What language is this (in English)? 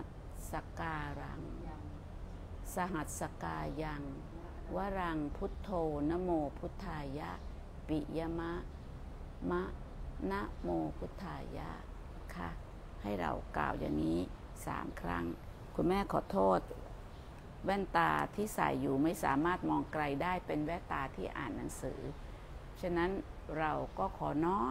Thai